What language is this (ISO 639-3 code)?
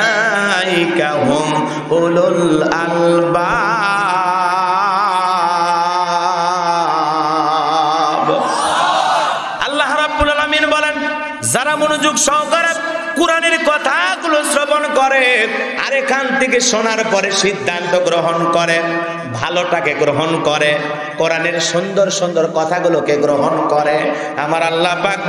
ben